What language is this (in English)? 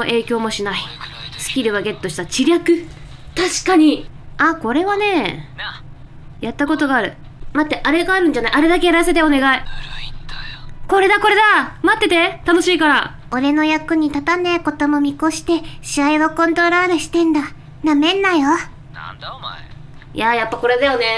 Japanese